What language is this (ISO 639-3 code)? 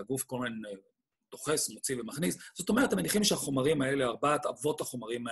heb